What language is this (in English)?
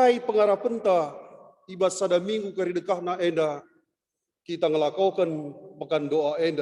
Batak Karo